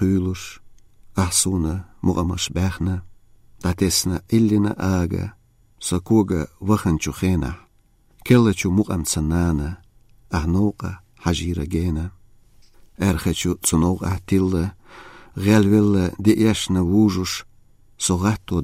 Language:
Chechen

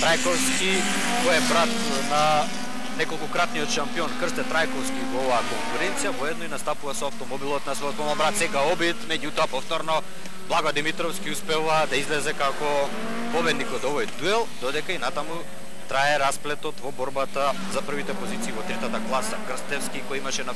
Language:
Macedonian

